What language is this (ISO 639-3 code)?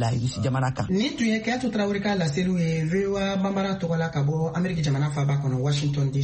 bam